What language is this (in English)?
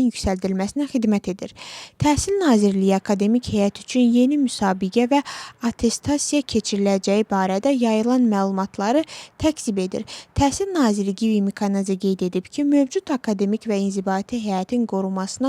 Azerbaijani